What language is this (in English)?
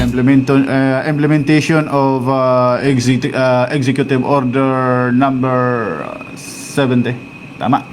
Waray